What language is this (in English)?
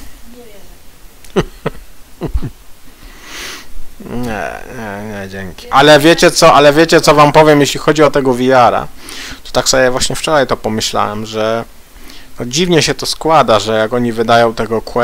Polish